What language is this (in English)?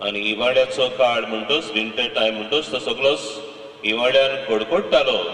Konkani